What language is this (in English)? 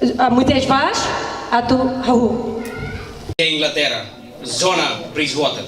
Tetum